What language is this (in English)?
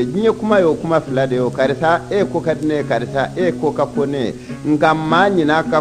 Bambara